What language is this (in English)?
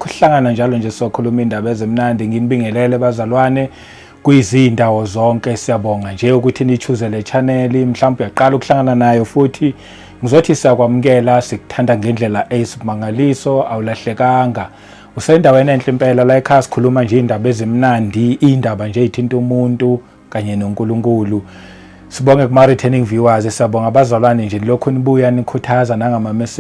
Zulu